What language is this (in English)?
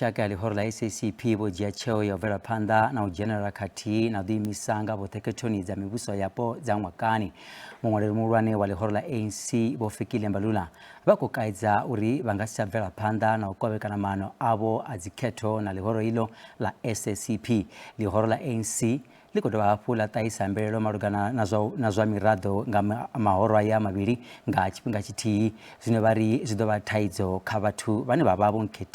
Venda